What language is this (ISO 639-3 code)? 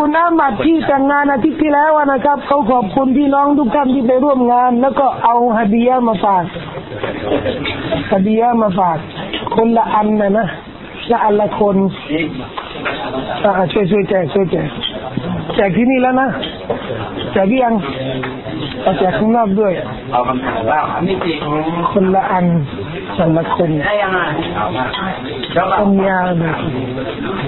tha